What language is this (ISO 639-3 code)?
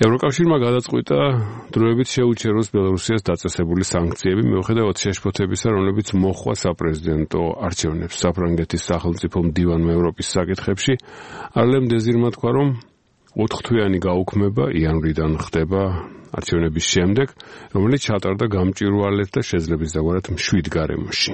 kat